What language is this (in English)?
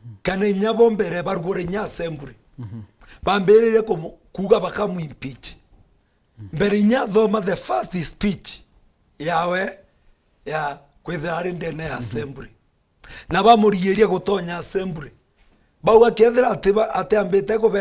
Meru